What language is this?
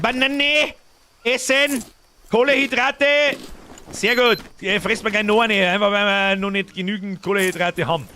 Bavarian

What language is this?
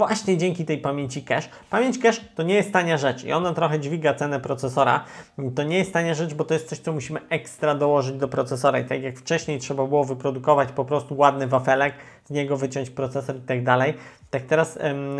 Polish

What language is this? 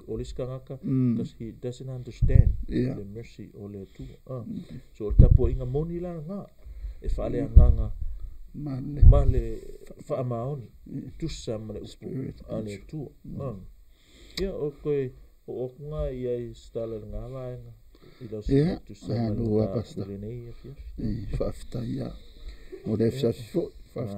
Samoan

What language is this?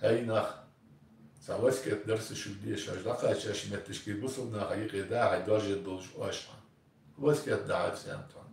Ingush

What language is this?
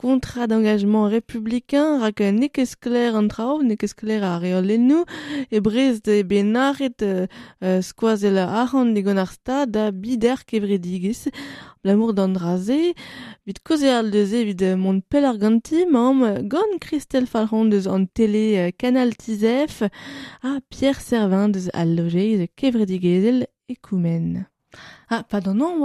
Breton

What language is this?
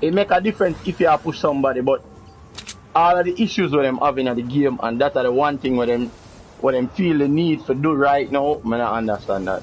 Jamaican Creole English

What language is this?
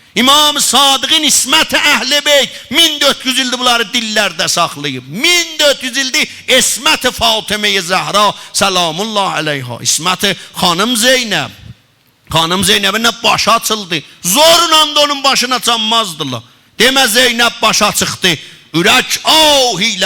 South Azerbaijani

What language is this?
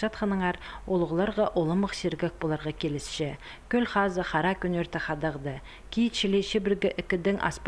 Khakas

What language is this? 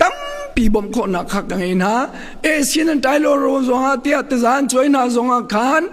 Hakha Chin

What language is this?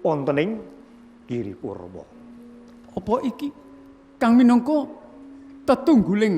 Javanese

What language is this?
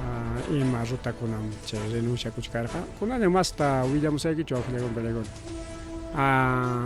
Ayacucho Quechua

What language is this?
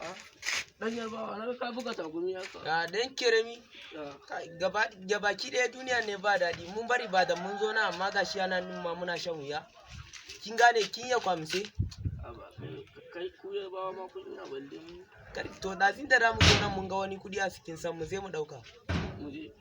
Hausa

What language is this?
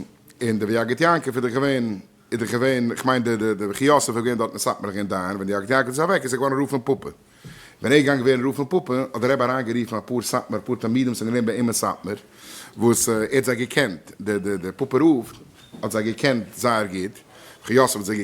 Yiddish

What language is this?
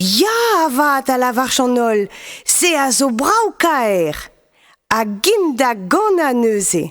Breton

